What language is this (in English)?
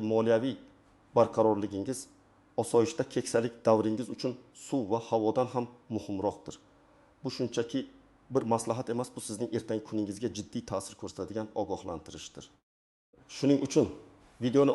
Uzbek